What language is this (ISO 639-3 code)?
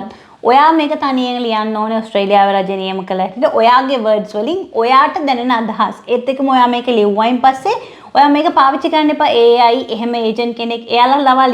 sin